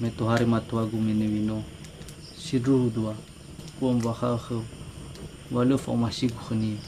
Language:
Nias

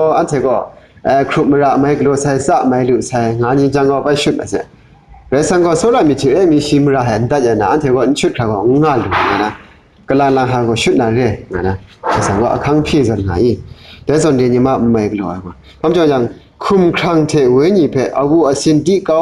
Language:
Kachin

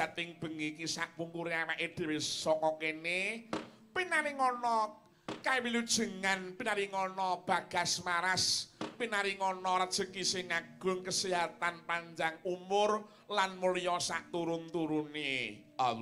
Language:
Javanese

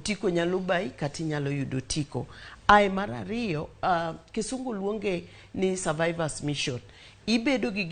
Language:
Luo (Kenya and Tanzania)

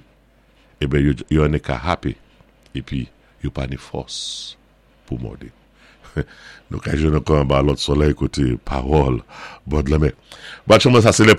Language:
Saint Lucian Creole French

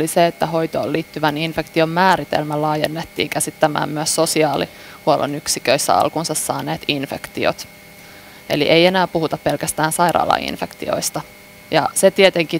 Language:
Finnish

